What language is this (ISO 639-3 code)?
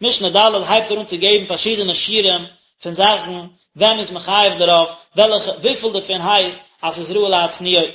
yid